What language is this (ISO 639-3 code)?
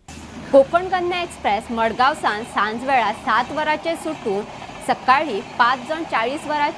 kok